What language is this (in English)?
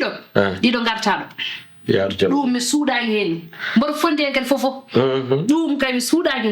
Fula